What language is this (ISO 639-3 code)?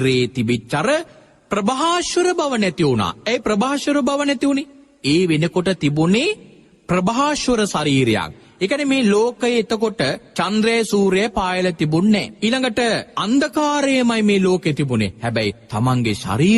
sin